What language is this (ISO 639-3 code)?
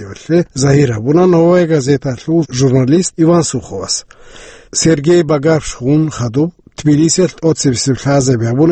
ava